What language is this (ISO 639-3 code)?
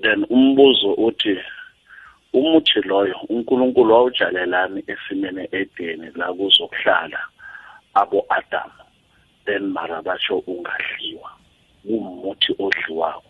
nbl